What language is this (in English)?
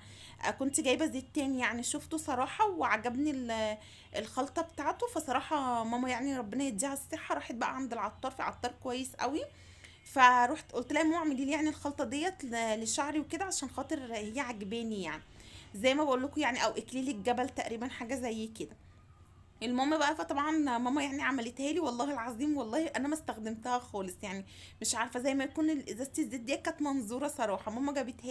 Egyptian Arabic